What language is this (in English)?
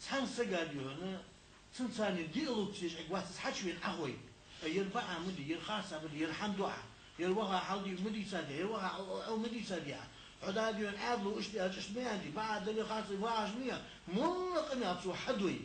Ingush